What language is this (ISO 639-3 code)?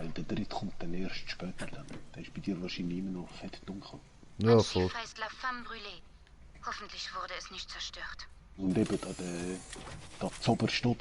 gsw